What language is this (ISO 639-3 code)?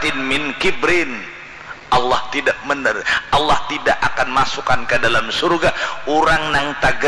bjn